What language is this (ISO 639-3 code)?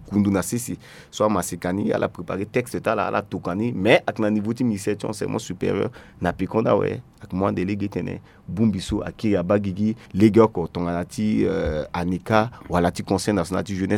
sag